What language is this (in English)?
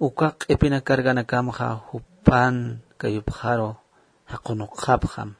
Aymara